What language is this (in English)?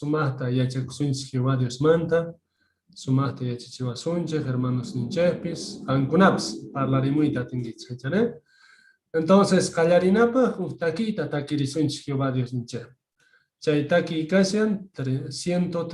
South Bolivian Quechua